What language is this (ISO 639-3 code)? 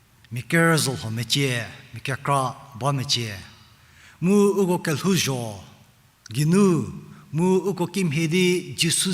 njm